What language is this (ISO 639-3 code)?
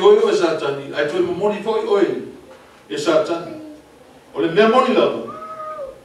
smo